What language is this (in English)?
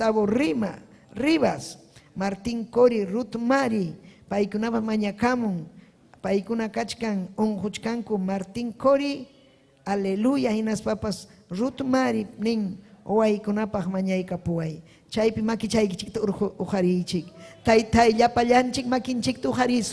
Ayacucho Quechua